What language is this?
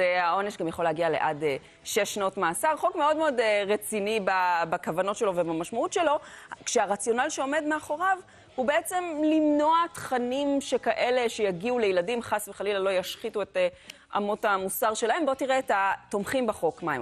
Hebrew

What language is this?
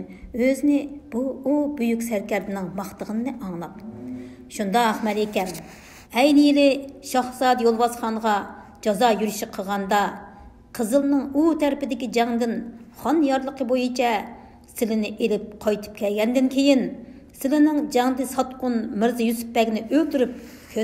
Uyghur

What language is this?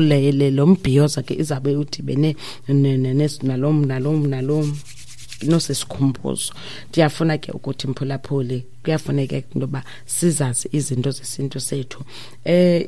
Xhosa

